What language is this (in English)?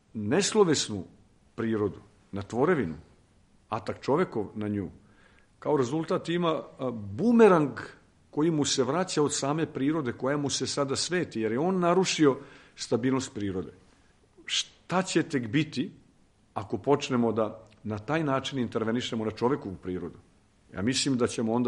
Serbian